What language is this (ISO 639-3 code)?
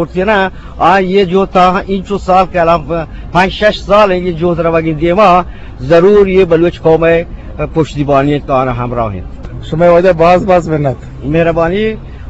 bgp